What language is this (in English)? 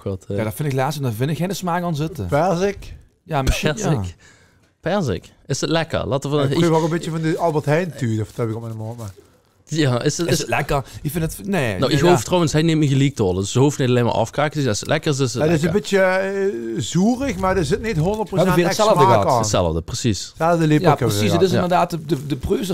Limburgish